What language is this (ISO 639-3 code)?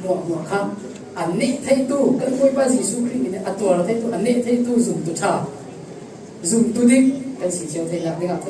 cfm